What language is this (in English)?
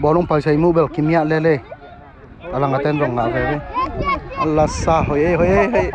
Tedim Chin